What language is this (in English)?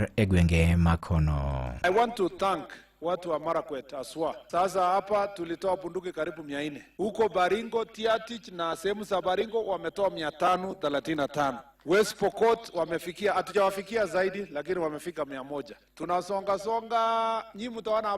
Luo (Kenya and Tanzania)